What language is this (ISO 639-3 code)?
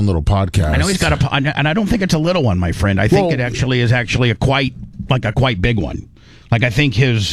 eng